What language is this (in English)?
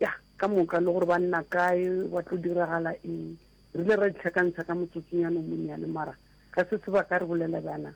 Northern Sotho